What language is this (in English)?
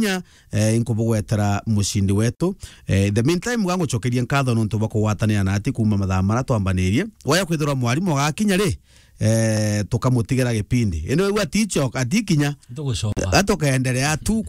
Meru